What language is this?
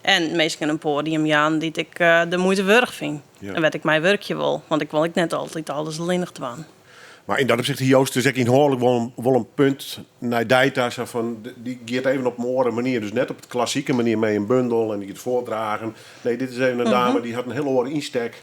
Western Frisian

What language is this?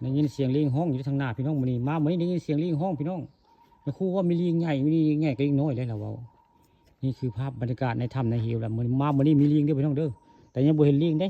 Northeastern Thai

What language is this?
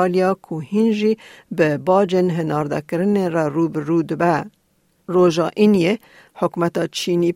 Kurdish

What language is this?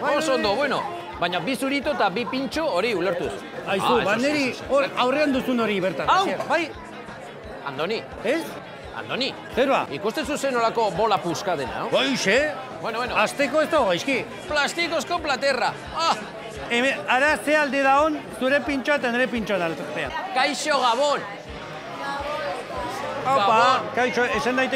Basque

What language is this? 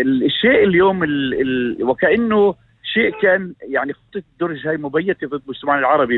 North Levantine Arabic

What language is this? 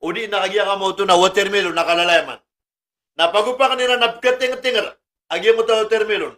Maranao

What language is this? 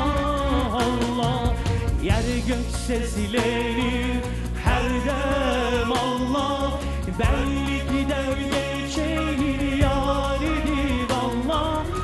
Turkish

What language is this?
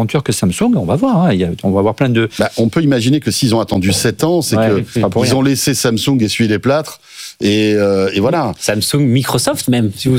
French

